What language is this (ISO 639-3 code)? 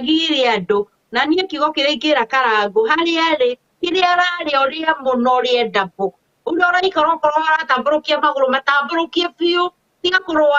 kik